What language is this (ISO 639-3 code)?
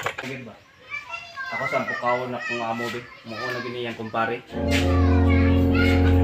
ceb